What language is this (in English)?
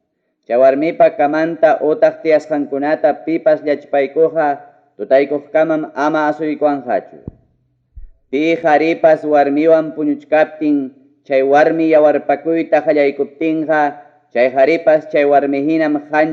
Ayacucho Quechua